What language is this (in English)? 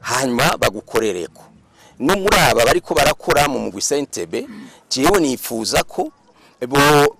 Rundi